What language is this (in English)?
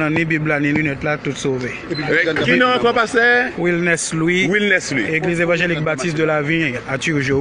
Haitian Creole